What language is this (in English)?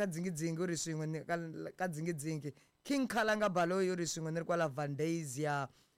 Tsonga